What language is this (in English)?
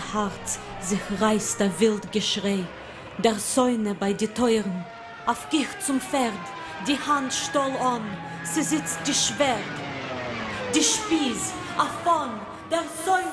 Yiddish